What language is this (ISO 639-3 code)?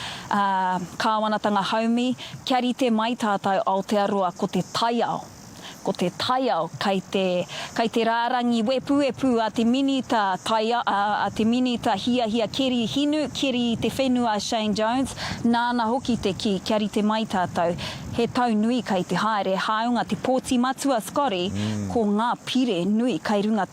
mri